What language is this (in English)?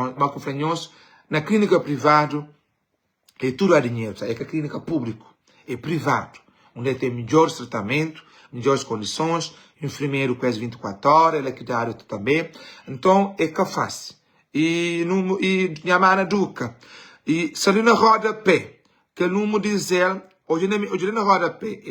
Kabuverdianu